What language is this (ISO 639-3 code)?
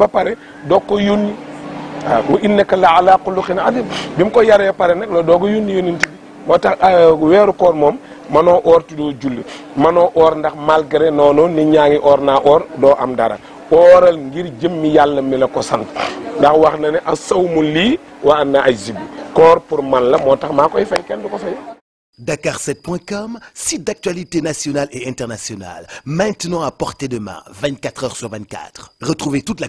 wol